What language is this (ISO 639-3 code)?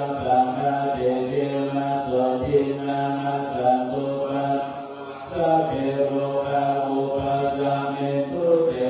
pli